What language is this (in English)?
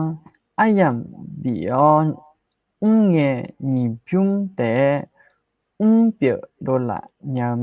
Akha